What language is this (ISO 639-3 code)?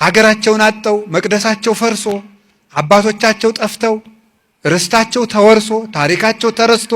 amh